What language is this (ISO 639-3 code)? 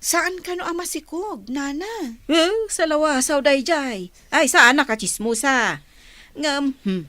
ilo